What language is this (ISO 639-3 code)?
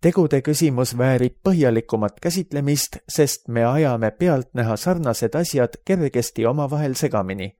est